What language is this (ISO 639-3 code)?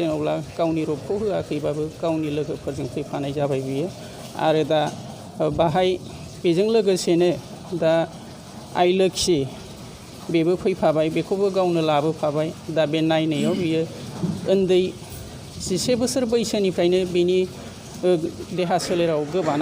brx